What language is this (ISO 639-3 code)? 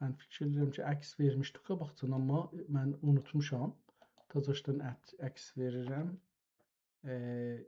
azb